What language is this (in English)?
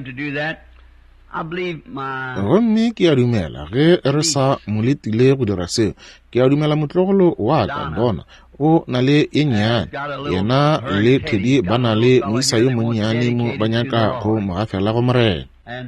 Northern Sotho